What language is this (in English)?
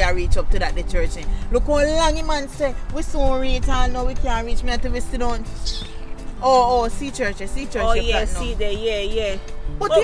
Jamaican Creole English